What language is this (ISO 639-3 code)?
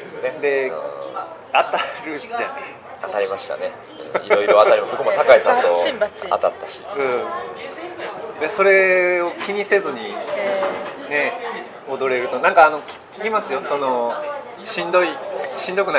jpn